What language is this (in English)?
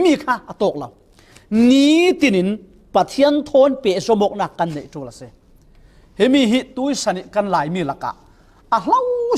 Falam Chin